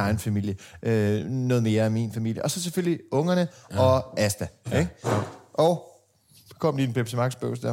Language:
Danish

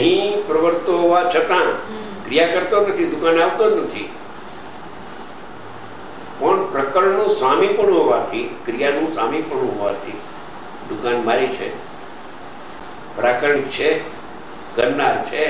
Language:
Gujarati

